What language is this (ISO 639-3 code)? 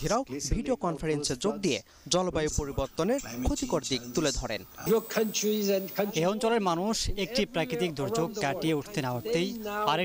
ben